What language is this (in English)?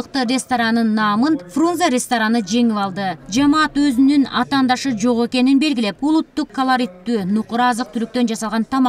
Kyrgyz